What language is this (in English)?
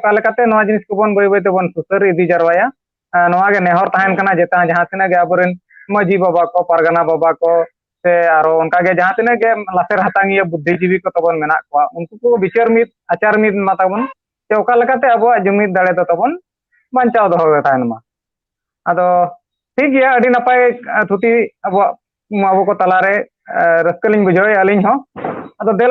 Santali